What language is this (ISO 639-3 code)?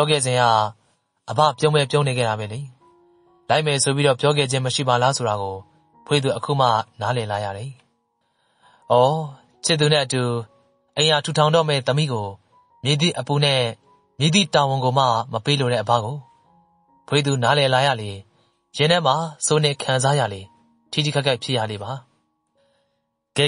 mya